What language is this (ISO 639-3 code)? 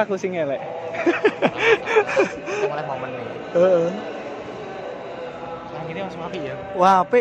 ind